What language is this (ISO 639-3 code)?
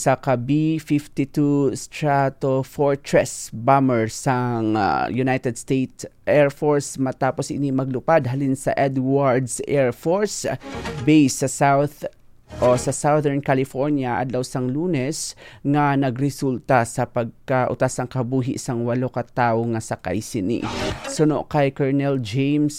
hil